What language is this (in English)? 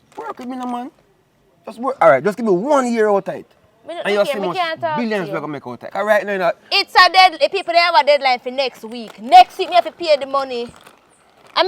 Jamaican Creole English